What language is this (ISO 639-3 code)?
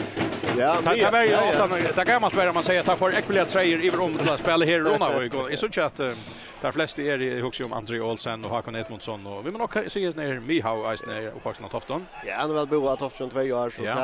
fao